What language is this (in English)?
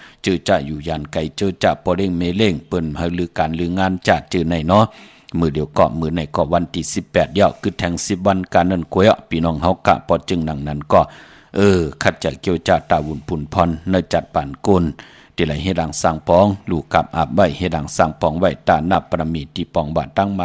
Shan